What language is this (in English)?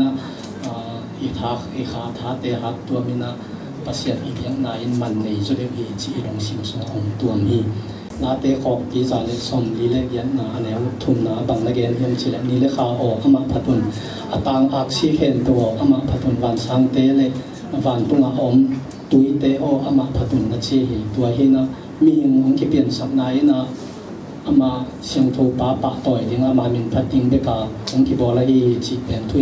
Tedim Chin